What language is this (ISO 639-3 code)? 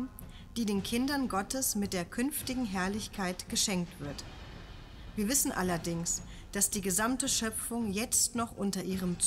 gsw